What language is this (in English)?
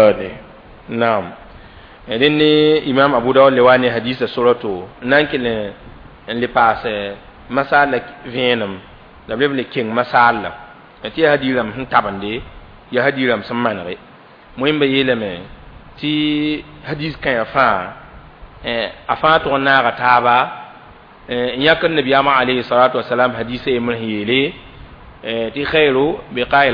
Mossi